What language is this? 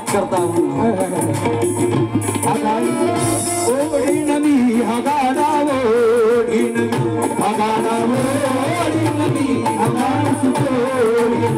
Marathi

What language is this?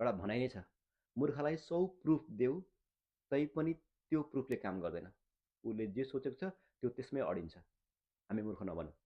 Nepali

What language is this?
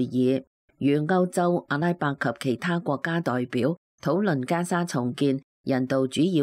Cantonese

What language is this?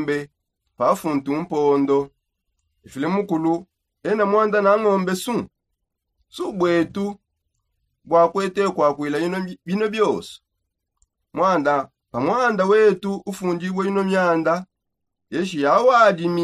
Songe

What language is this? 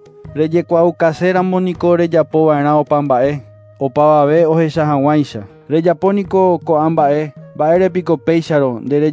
Guarani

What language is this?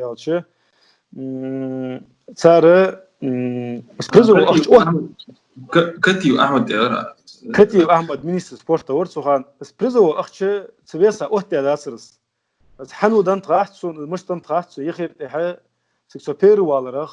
Ingush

